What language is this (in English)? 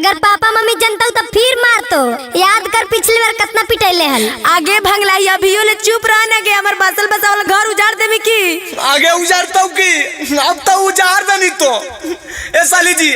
Magahi